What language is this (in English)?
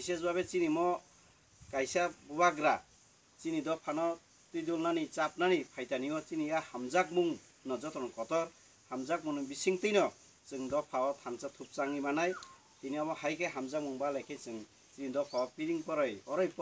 Kok Borok